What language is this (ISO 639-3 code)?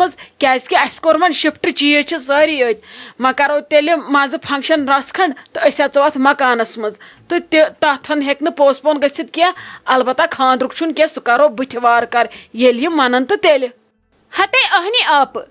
kas